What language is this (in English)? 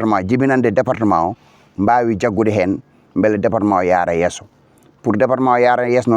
Fula